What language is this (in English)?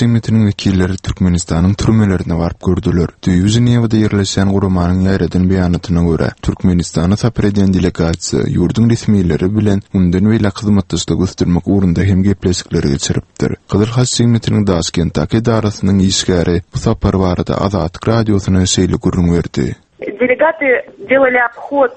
Turkmen